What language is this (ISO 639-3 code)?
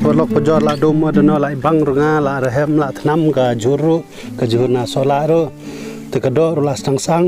kha